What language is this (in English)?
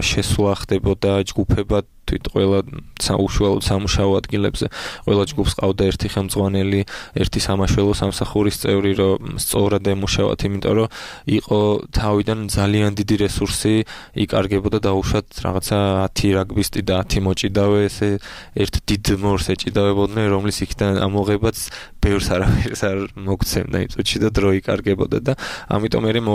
Georgian